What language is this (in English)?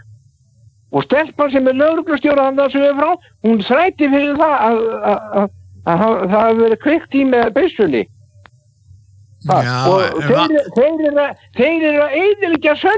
Icelandic